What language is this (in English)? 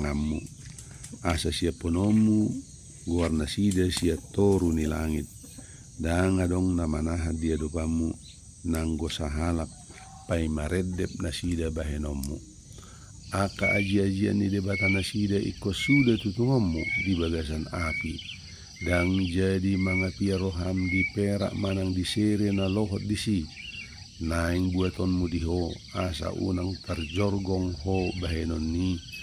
Batak Toba